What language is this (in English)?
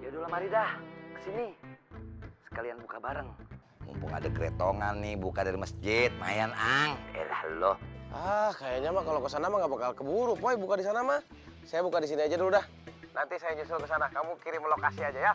Betawi